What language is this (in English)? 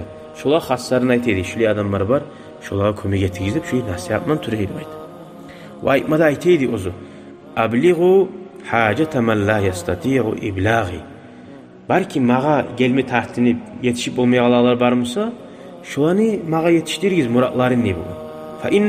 Kumyk